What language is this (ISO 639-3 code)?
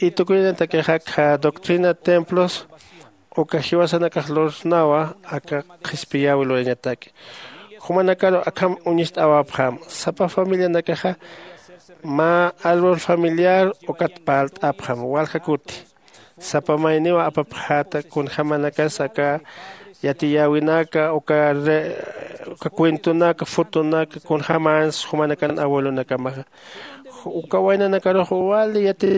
aym